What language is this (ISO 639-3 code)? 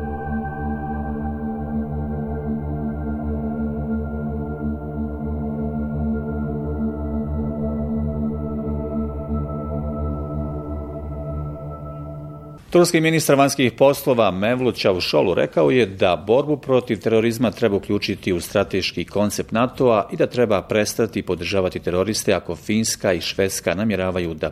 bos